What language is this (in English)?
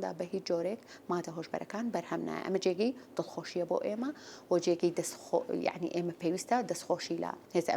Central Kurdish